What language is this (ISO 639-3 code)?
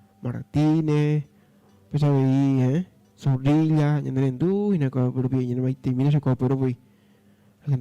grn